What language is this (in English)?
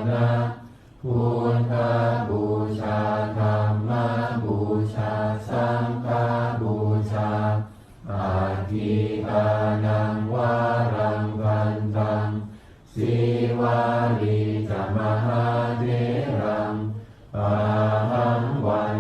Pali